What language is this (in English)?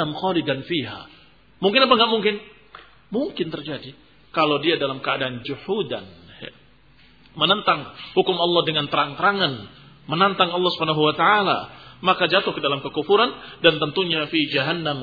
Indonesian